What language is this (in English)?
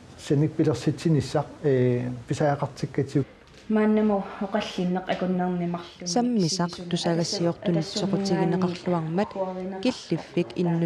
Kalaallisut